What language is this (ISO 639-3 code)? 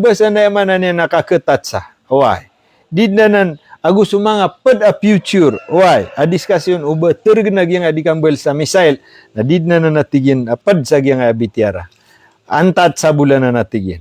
mrw